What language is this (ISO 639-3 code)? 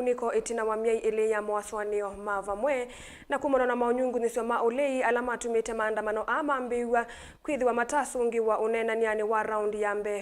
kam